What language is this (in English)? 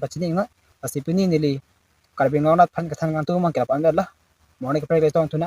Karbi